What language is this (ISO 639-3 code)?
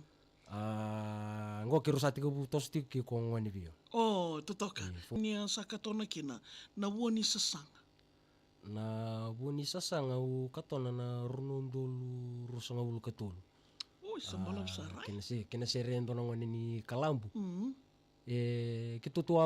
fij